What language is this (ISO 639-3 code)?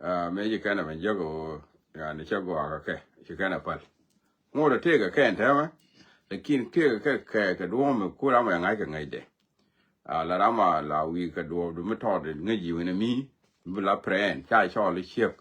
nus